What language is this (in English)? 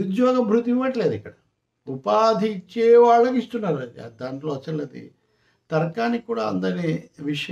Telugu